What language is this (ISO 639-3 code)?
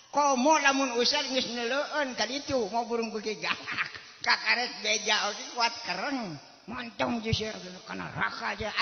sun